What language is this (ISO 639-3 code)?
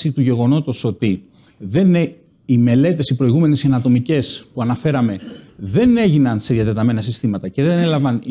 ell